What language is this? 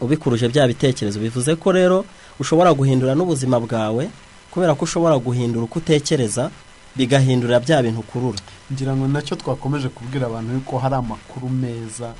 Kinyarwanda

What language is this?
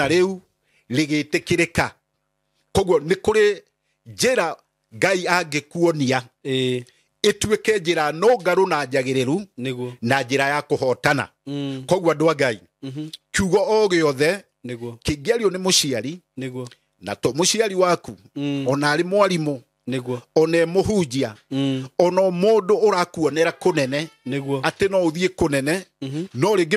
Kikuyu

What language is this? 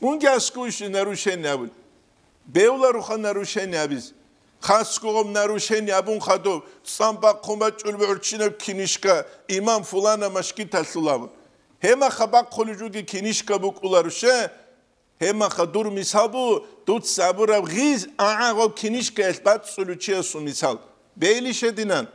Avaric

